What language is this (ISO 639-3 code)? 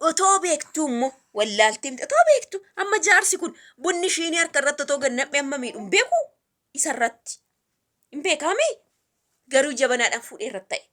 orm